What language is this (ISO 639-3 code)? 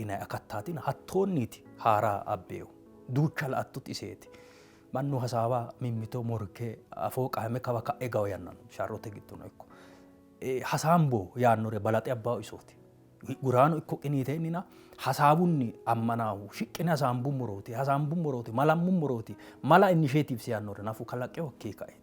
sid